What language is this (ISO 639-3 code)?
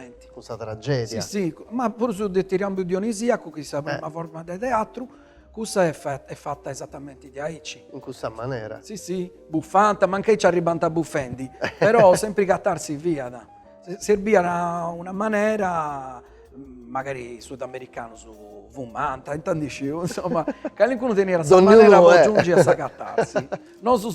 srd